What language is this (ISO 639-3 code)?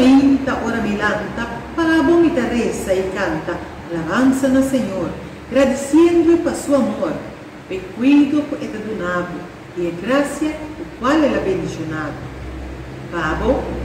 pap